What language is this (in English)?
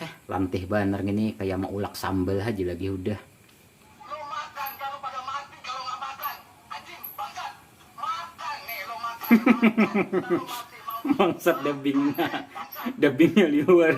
Banjar